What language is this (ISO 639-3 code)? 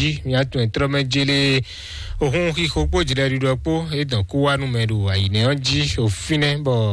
fon